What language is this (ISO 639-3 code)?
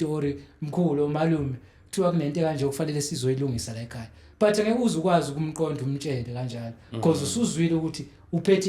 zul